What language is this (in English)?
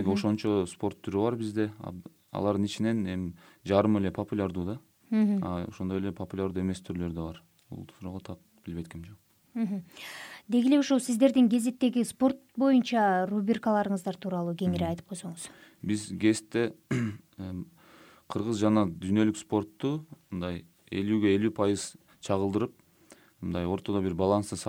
Kyrgyz